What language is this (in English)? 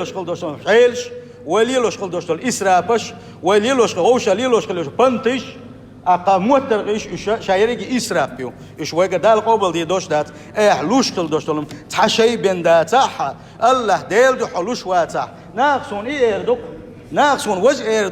Chechen